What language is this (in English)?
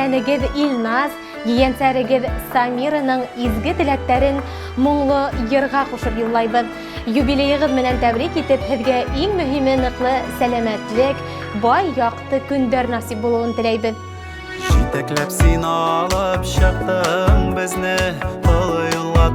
Bashkir